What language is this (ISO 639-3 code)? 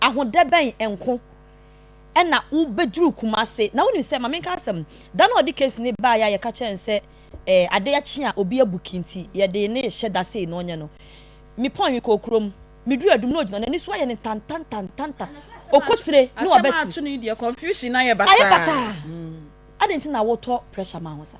aka